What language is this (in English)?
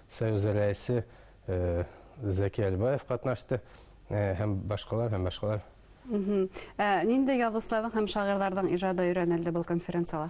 Bashkir